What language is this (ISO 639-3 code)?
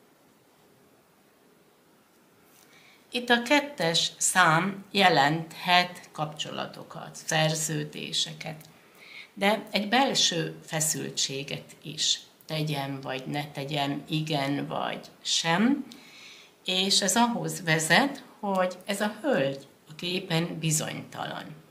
hun